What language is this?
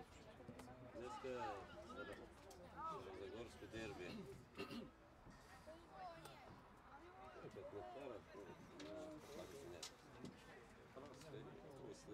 Bulgarian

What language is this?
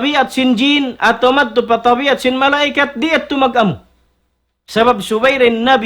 Tausug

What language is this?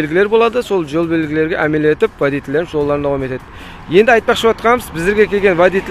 Kazakh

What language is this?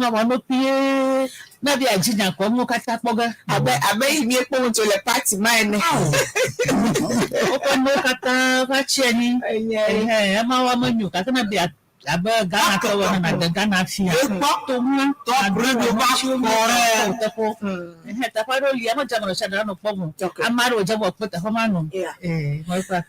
Ewe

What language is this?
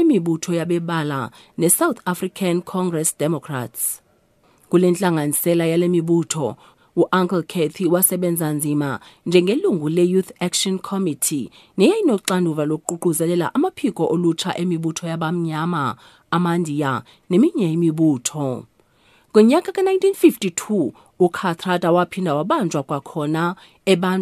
Xhosa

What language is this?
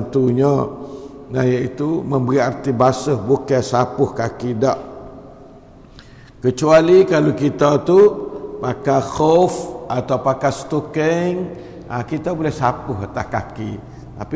Malay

